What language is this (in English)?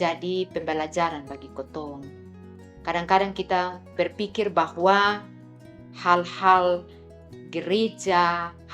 Kupang Malay